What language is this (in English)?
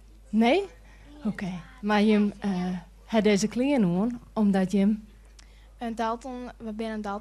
Western Frisian